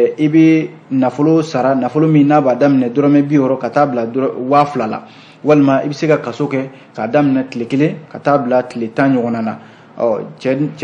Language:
Bambara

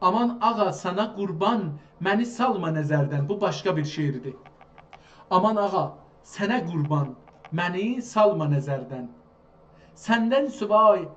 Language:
South Azerbaijani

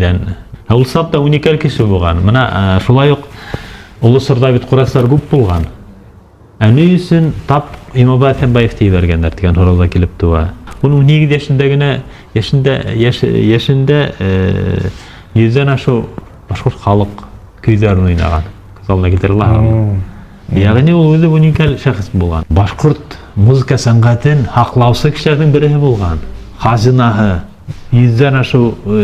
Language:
Bashkir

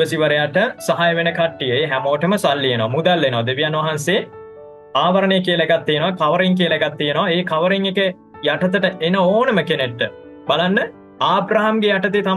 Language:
Sinhala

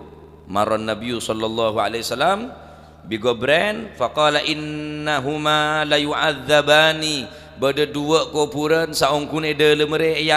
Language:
Madurese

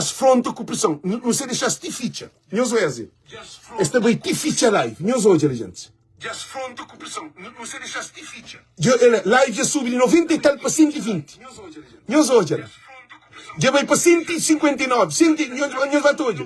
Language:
Kabuverdianu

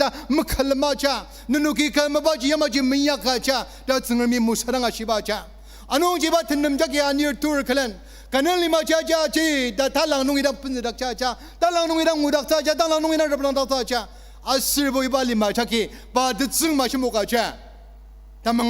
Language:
Ao Naga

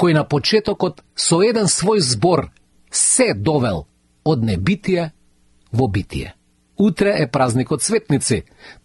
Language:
Macedonian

